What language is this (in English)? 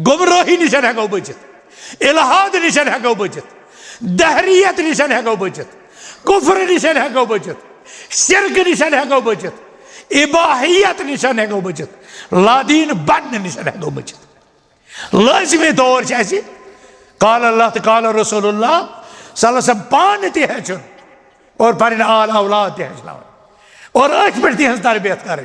Kashmiri